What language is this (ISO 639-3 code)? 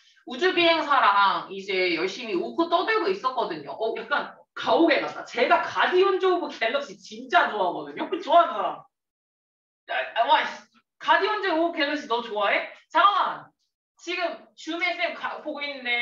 kor